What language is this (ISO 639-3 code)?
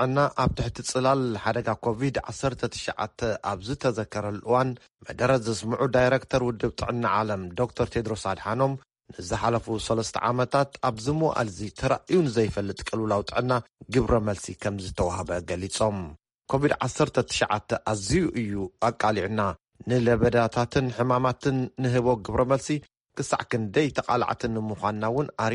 tir